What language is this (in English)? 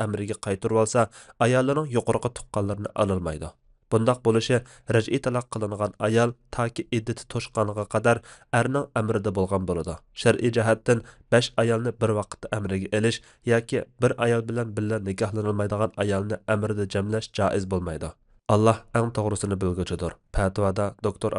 Uyghur